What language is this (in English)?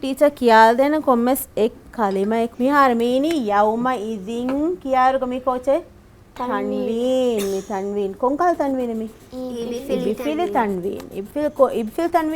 Divehi